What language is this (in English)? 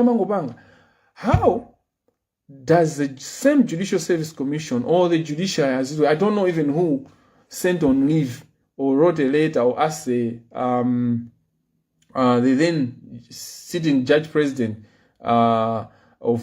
Nyanja